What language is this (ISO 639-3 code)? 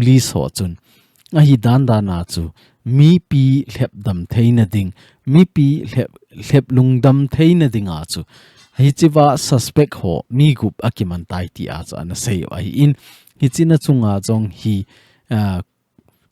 tcz